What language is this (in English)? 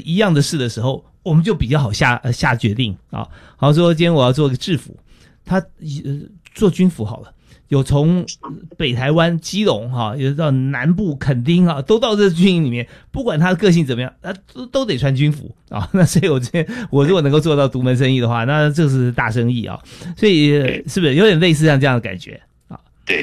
Chinese